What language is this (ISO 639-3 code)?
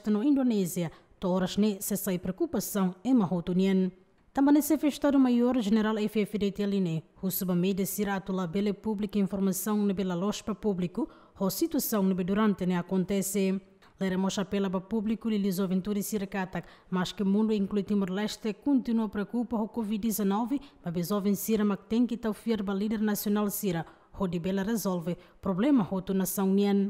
tet